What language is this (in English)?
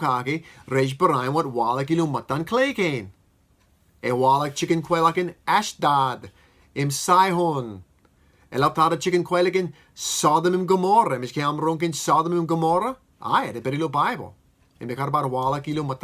Marshallese